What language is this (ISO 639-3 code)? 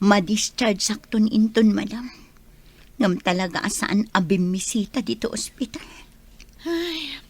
ilo